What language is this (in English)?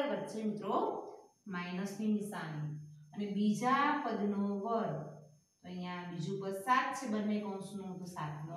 Gujarati